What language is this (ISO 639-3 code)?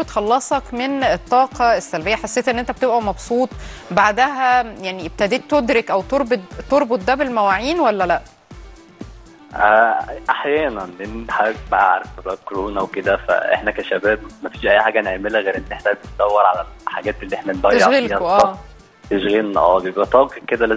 arz